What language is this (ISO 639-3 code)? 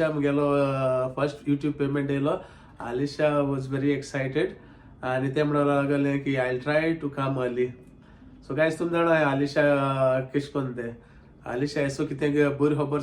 kok